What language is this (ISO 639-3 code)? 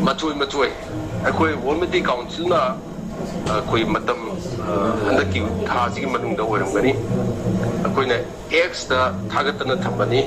mni